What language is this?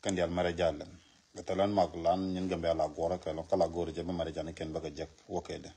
Nuer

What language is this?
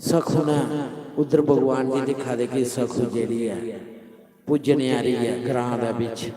Dogri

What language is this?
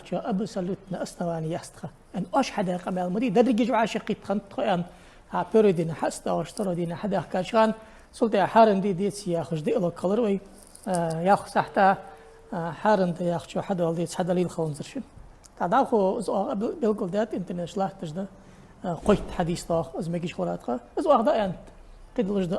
Ingush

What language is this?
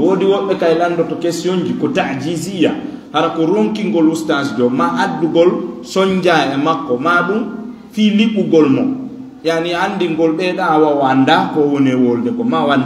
Fula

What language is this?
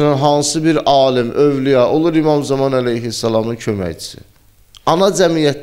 Azerbaijani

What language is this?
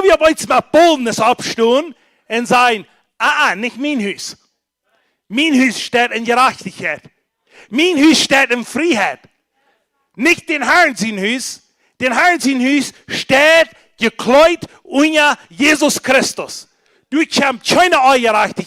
Plautdietsch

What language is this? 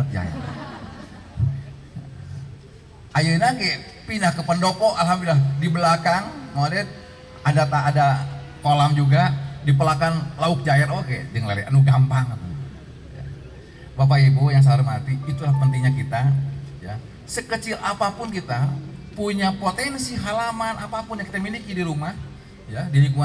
Indonesian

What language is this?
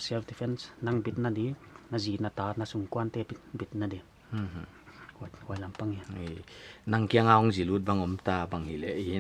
Paite Chin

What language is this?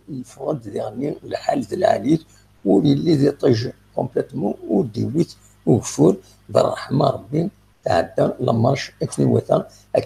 Kabyle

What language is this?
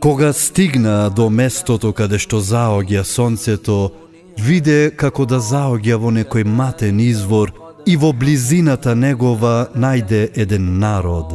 Macedonian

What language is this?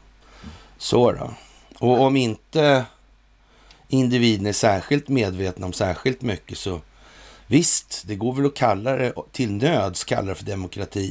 Swedish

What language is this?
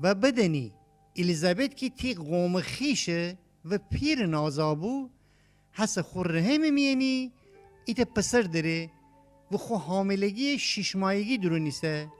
Gilaki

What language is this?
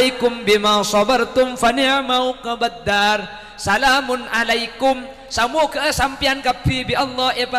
Madurese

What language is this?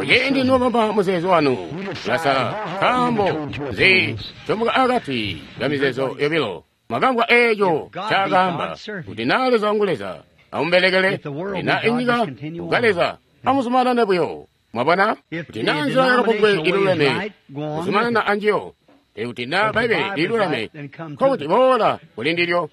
Tonga (Zambia)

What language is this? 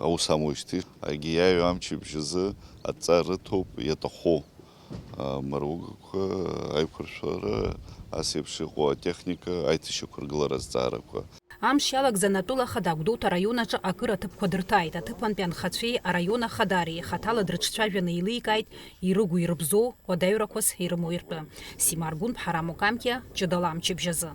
Abkhazian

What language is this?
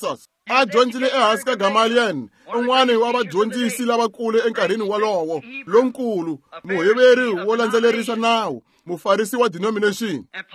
Tsonga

